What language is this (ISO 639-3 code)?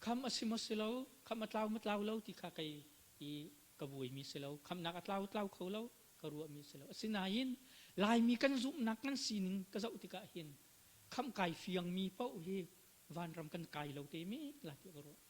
cnh